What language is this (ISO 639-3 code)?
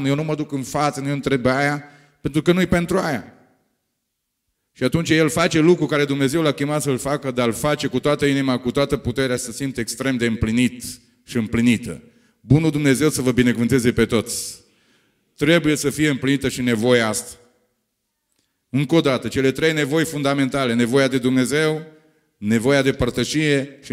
ron